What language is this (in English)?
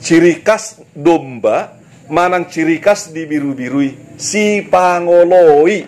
Batak Toba